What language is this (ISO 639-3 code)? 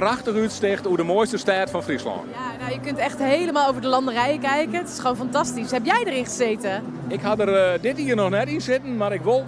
fry